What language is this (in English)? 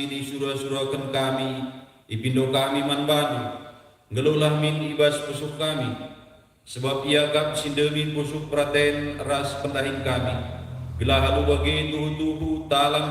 Batak Karo